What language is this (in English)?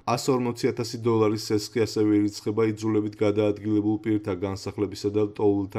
Georgian